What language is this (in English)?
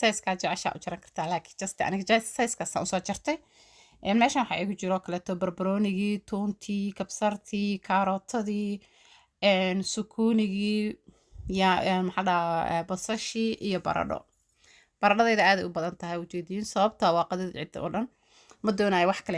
Somali